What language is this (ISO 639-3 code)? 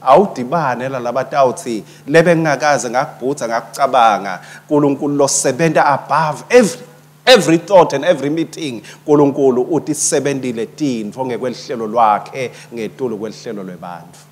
ssw